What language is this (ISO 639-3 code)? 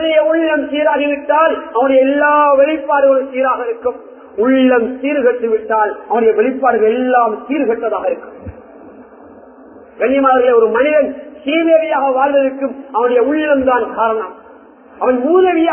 tam